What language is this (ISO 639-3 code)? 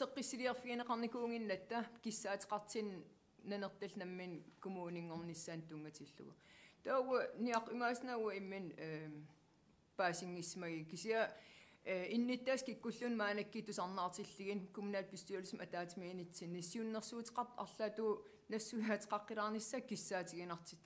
kal